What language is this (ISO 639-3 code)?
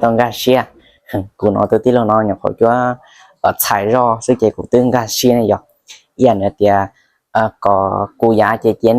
hmn